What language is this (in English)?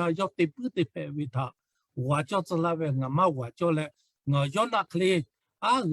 Lahu